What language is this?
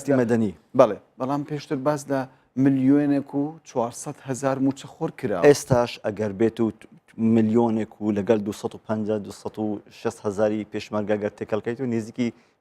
Central Kurdish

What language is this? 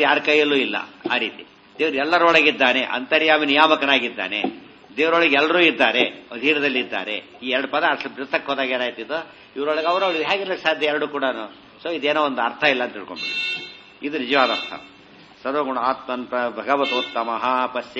Kannada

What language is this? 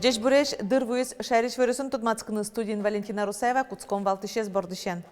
Udmurt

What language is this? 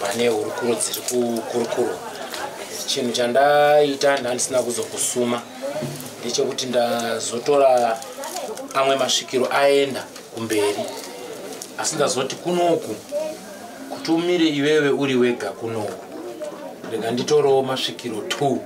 Shona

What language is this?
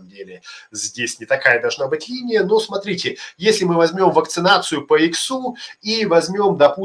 Russian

